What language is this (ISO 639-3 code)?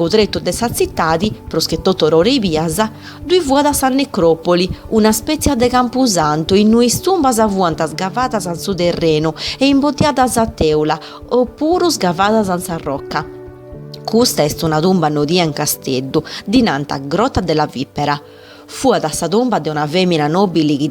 srd